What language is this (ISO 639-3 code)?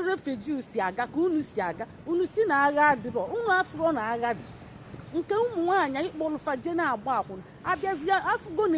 ibo